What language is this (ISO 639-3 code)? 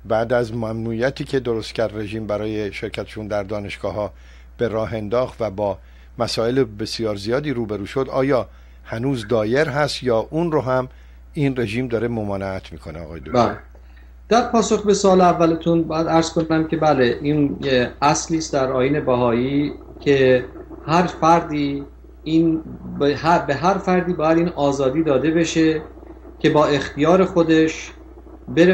fas